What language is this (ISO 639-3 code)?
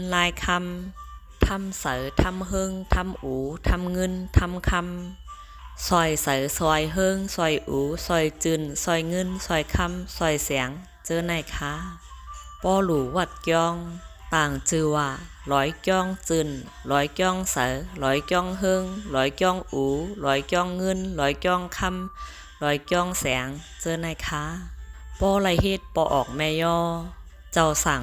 shn